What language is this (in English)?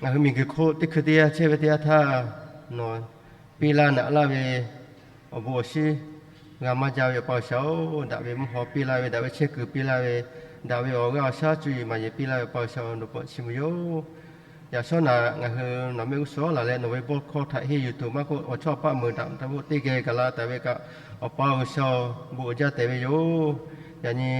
Lahu